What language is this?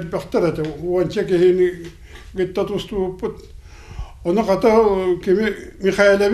Yakut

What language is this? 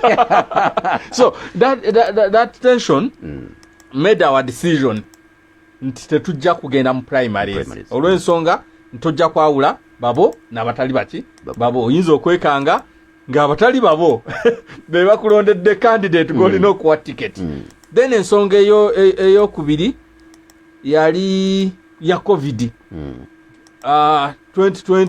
Ganda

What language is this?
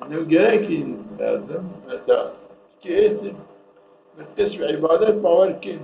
Zaza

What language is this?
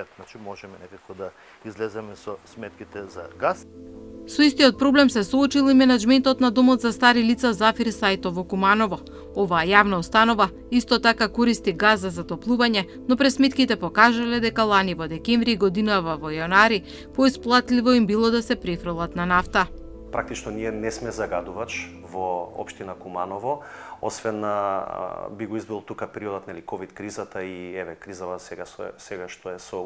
Macedonian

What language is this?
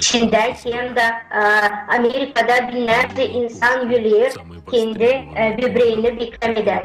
Gagauz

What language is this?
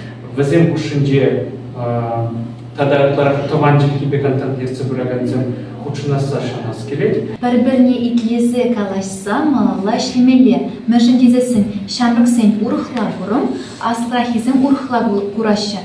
Chuvash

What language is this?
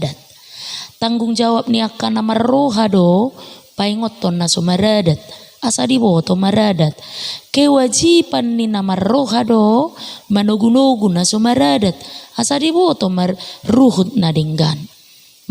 Batak Toba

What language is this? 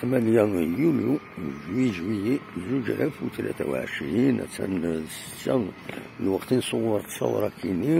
Kabyle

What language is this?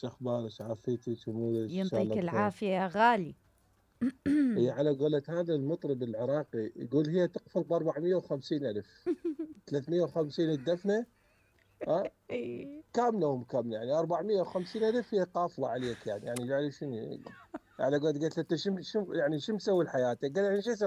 Mesopotamian Arabic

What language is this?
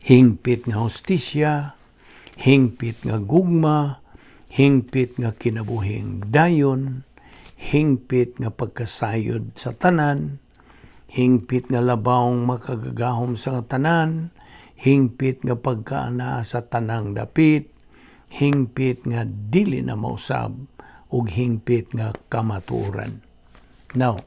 Cebuano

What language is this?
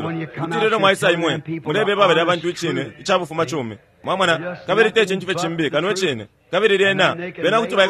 Bemba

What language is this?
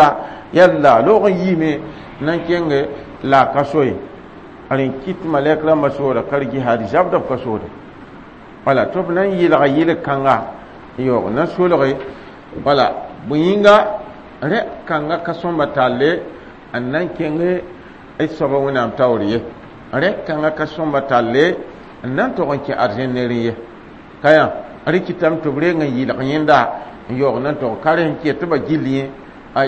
Mossi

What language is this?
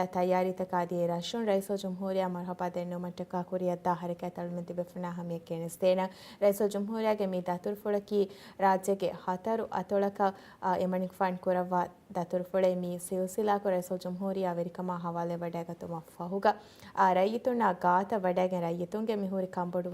Divehi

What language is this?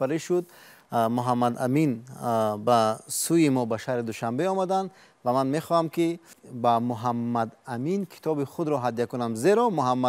Tajik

